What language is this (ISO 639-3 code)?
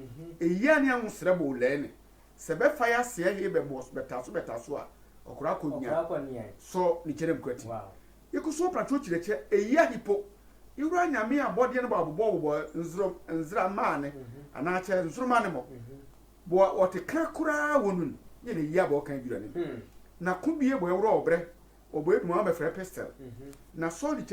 sfw